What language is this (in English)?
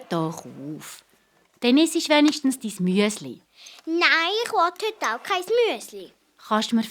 Swiss German